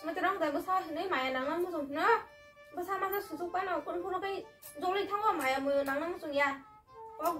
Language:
Kok Borok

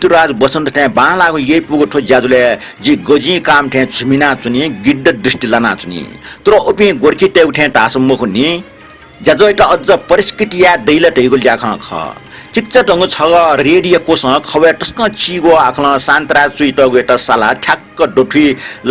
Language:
Newari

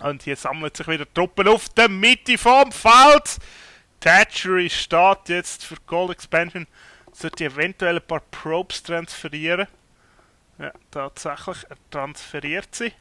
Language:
Swiss German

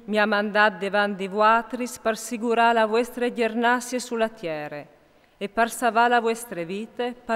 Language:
Friulian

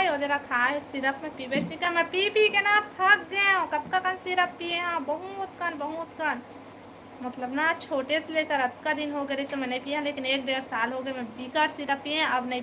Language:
Chhattisgarhi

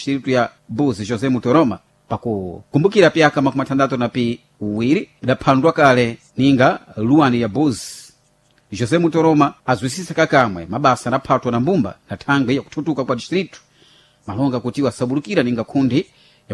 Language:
Sena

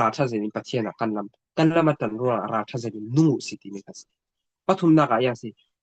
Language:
Falam Chin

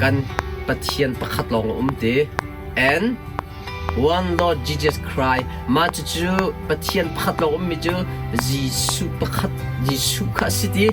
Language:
Hakha Chin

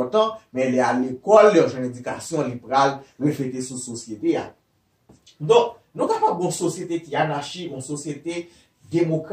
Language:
Haitian Creole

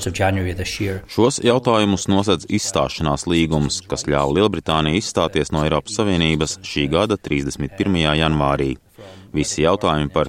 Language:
Latvian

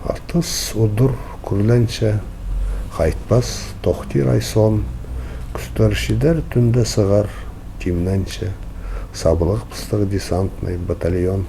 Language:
Khakas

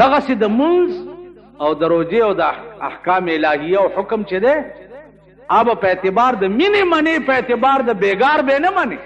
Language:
Pashto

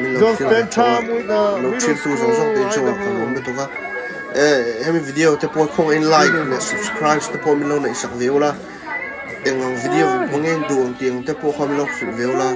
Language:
Hakha Chin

